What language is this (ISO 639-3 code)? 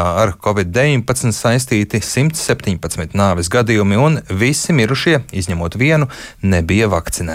lav